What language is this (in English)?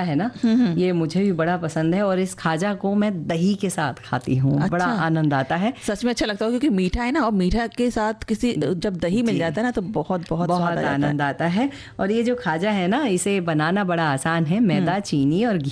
Hindi